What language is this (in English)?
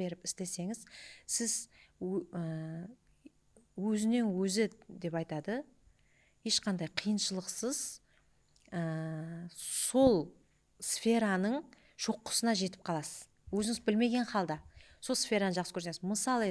Kara-Kalpak